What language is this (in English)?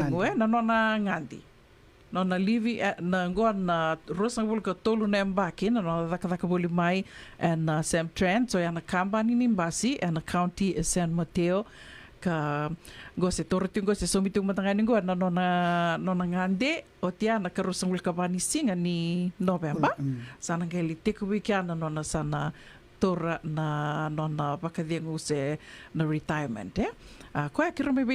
Fijian